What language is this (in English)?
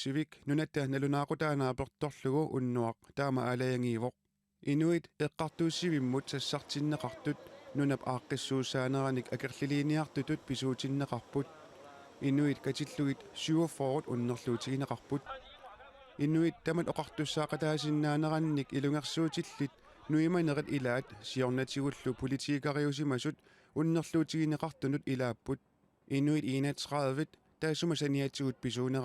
Kalaallisut